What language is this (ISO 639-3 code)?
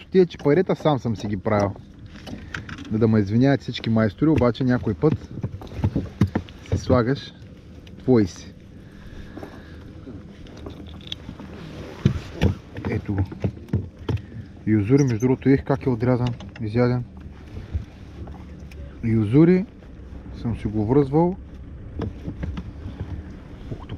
bul